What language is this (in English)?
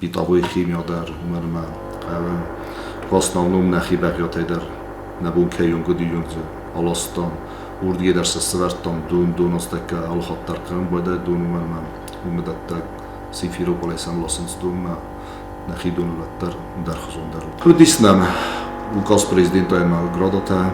Ossetic